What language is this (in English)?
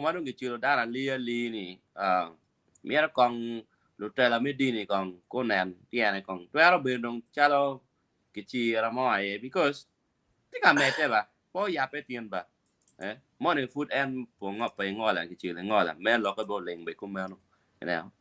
Acoli